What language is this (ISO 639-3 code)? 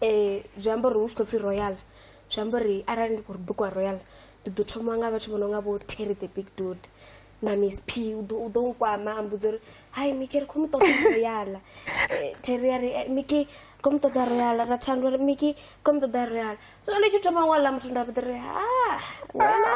ven